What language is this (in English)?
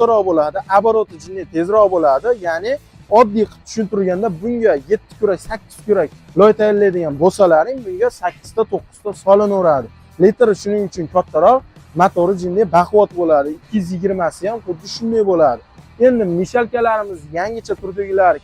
Uzbek